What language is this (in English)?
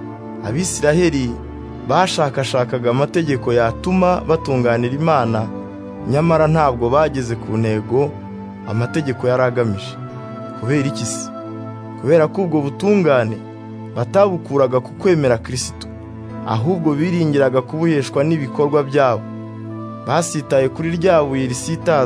Kinyarwanda